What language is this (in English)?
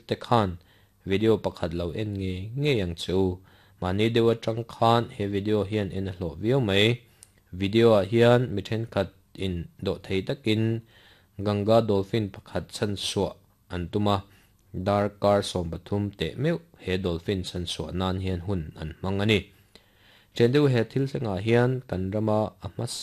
Mizo